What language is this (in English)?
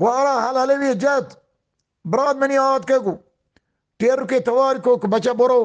Eastern Balochi